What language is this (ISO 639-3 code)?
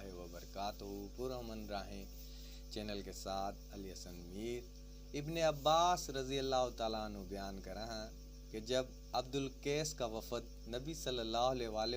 bgc